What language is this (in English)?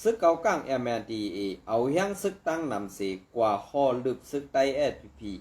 Shan